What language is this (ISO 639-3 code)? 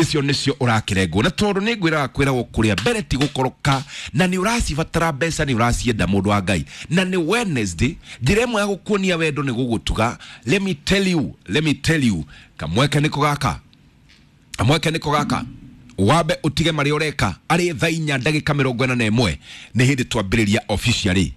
kik